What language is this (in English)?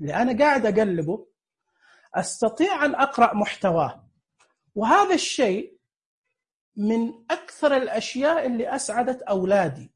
Najdi Arabic